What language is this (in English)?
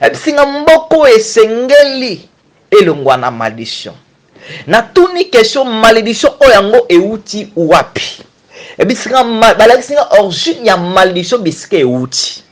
Lingala